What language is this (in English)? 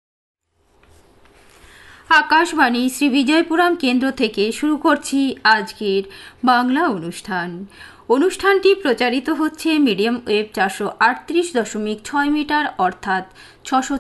Bangla